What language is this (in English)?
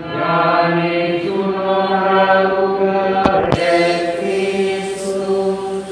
Nias